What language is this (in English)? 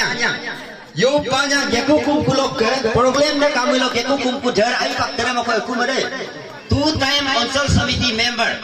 Adi